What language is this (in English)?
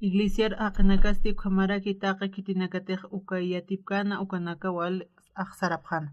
Aymara